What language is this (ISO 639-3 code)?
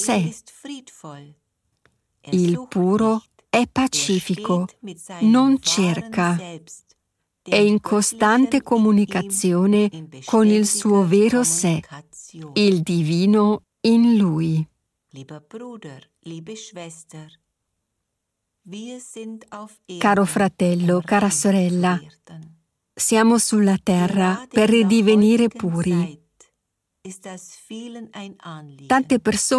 ita